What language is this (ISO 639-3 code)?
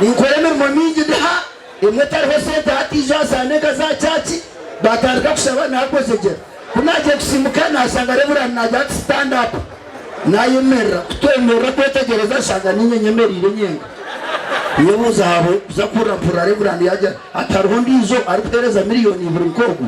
nyn